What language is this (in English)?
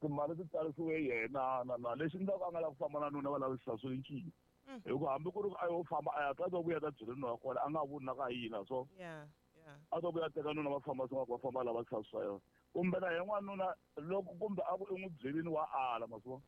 Tsonga